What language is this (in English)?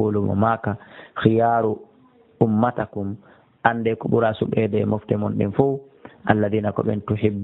Fula